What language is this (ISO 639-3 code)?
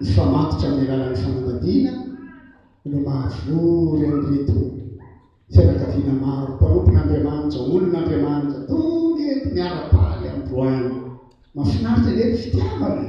mlg